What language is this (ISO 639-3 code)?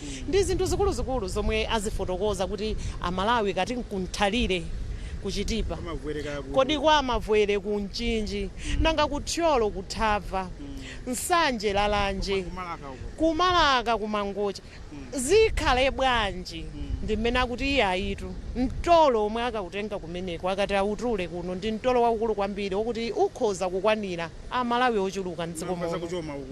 nya